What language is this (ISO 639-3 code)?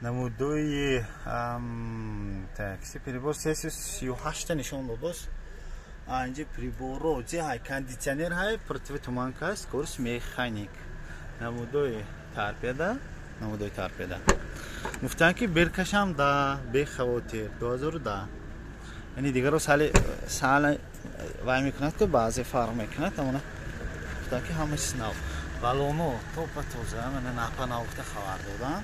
tgk